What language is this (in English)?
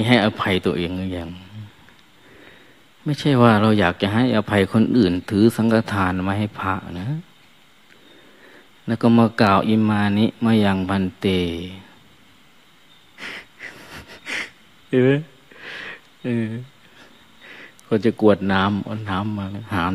Thai